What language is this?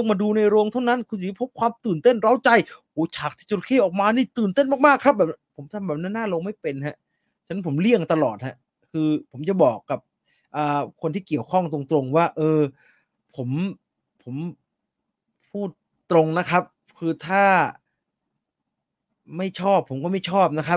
Thai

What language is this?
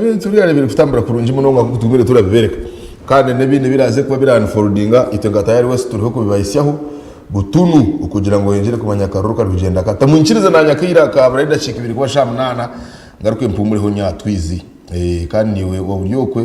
Nyankole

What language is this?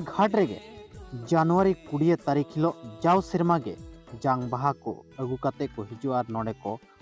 Santali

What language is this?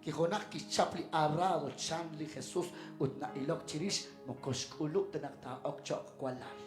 Kekchí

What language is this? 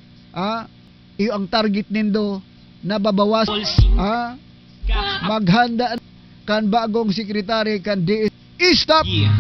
Bikol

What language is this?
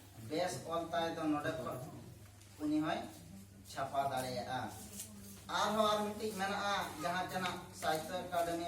Santali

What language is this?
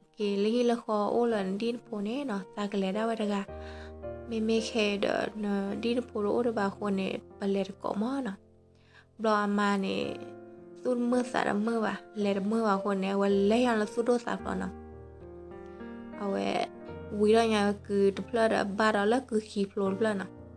S'gaw Karen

